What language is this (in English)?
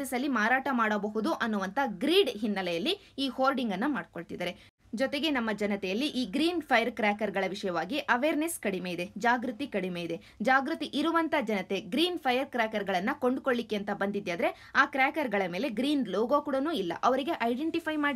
Kannada